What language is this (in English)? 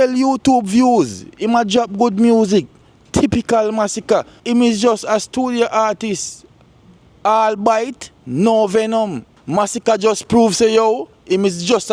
Jamaican Creole English